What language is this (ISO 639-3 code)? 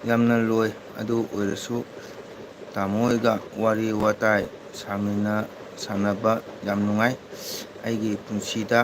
mni